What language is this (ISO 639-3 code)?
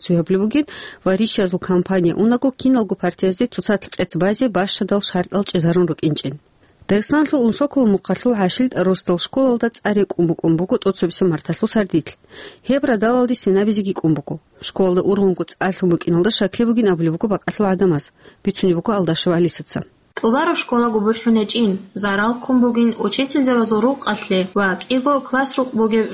ava